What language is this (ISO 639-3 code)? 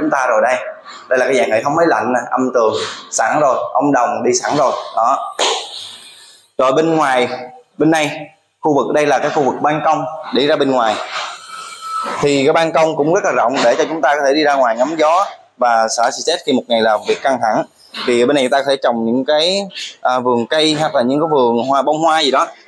vie